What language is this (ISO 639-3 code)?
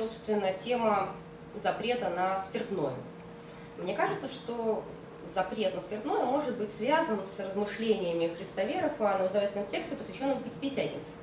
rus